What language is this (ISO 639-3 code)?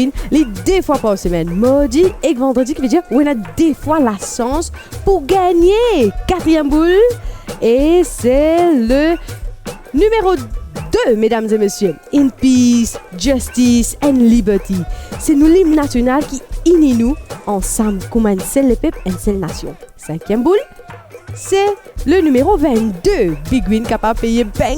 mfe